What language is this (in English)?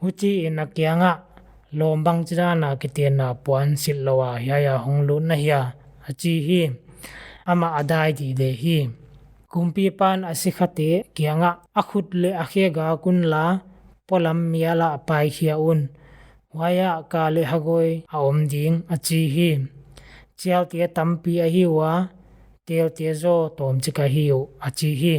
Paite Chin